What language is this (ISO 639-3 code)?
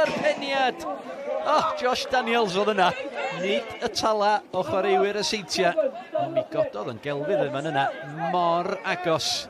cym